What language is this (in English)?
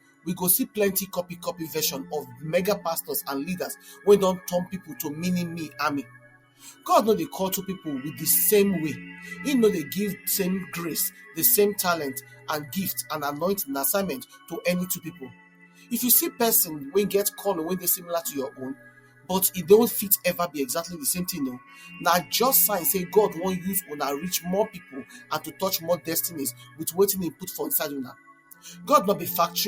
Nigerian Pidgin